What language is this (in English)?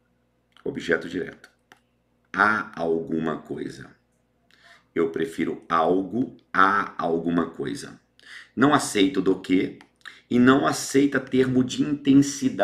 Portuguese